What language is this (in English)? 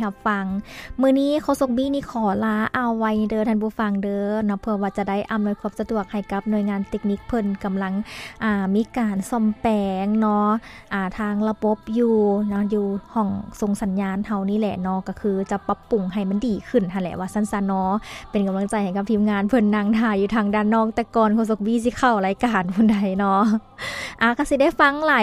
Lao